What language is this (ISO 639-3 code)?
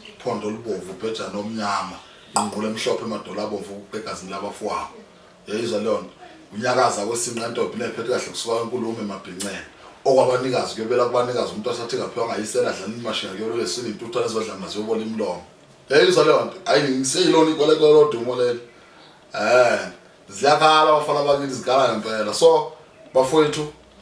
zul